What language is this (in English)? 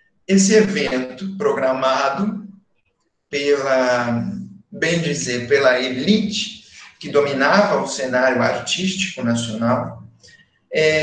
Portuguese